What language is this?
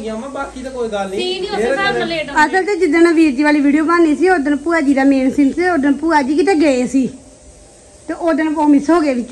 Punjabi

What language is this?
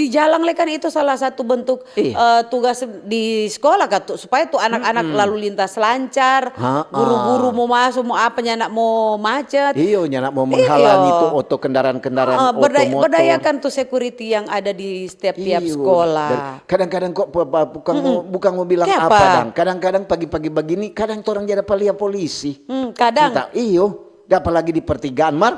Manado Malay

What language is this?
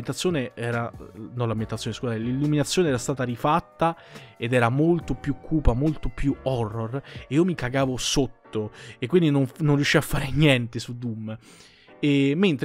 Italian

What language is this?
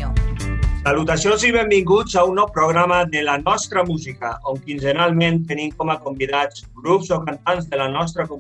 Catalan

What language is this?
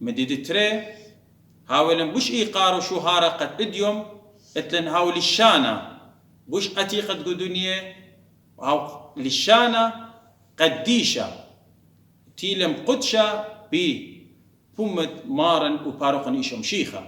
Assyrian Neo-Aramaic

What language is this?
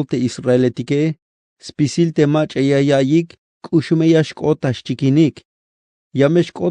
Tzeltal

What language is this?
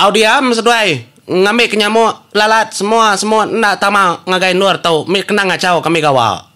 Iban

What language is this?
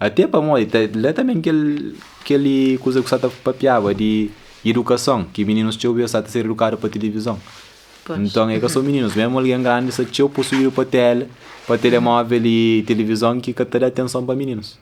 Kabuverdianu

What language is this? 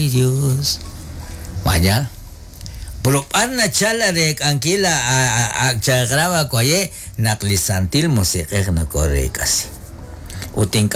Kekchí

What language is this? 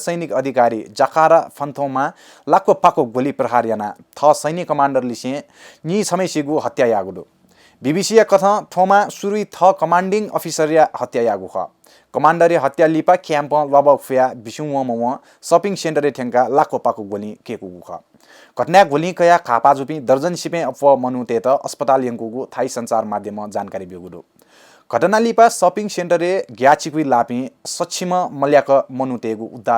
Newari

